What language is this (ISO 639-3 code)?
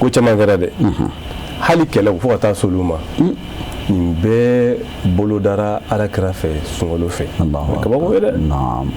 bam